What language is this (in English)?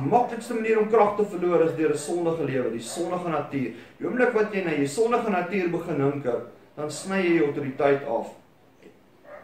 Afrikaans